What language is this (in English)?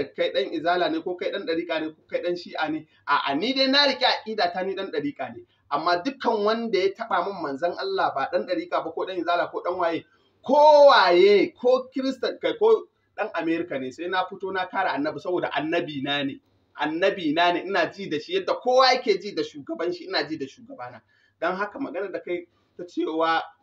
Hausa